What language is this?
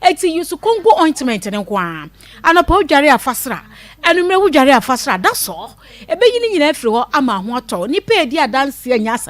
Akan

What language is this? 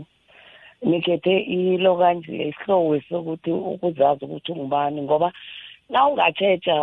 South Ndebele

